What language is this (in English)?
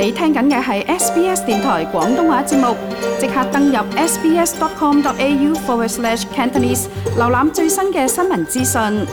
Cantonese